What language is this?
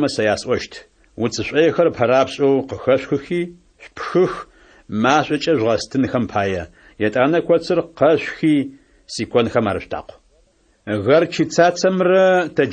Adyghe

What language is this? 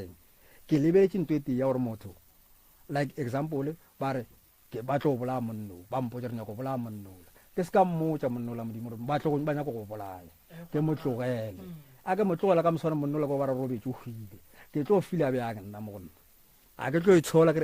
Northern Sotho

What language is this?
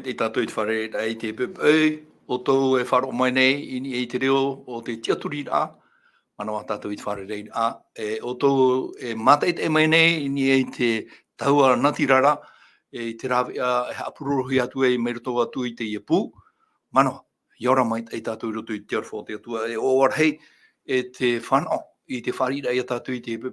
Tahitian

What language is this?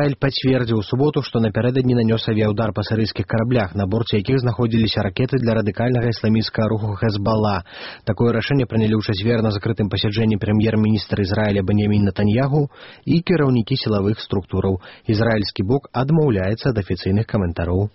Belarusian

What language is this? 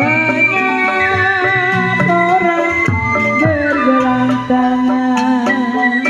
Betawi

